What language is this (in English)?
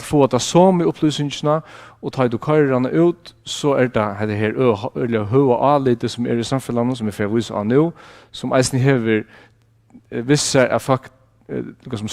Faroese